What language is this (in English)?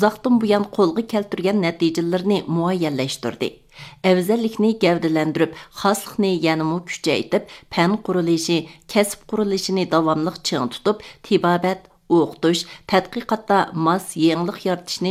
Uyghur